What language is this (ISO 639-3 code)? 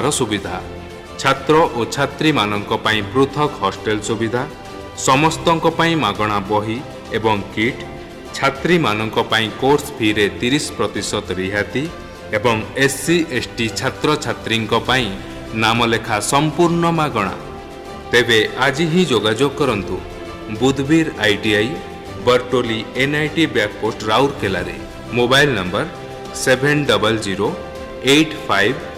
ori